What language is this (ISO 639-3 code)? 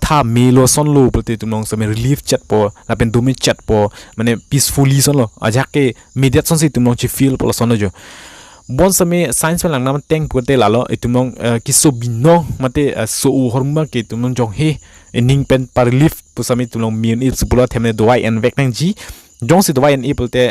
mjw